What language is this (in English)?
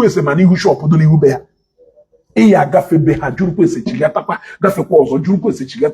Igbo